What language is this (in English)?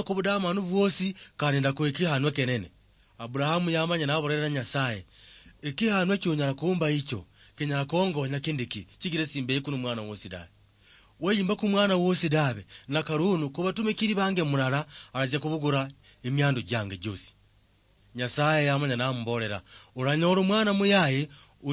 Luyia